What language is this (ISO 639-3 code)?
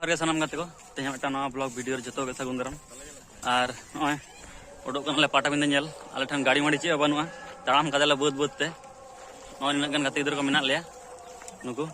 sat